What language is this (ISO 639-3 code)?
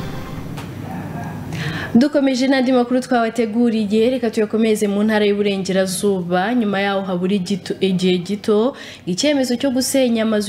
kin